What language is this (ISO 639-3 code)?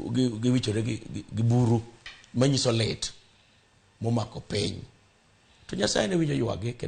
luo